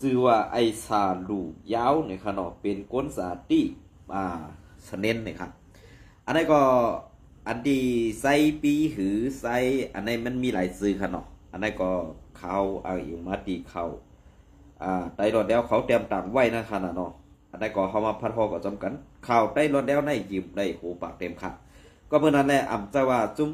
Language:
Shan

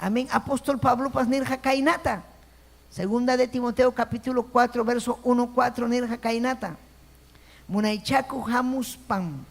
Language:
Ayacucho Quechua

